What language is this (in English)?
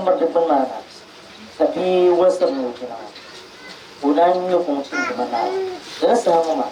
Dagbani